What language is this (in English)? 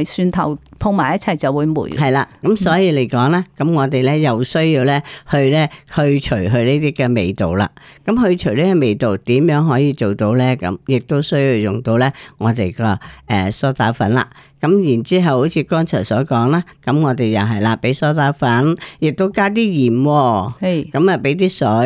Cantonese